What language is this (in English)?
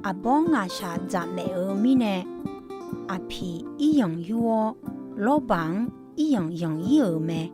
Akha